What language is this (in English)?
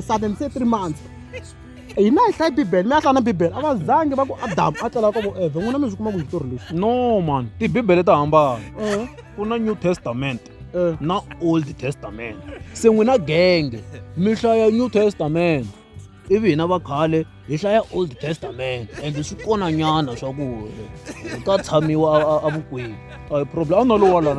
Tsonga